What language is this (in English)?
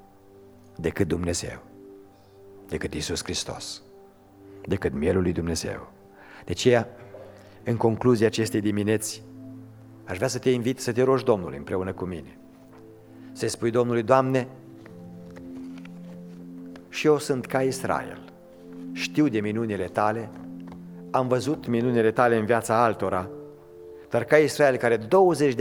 Romanian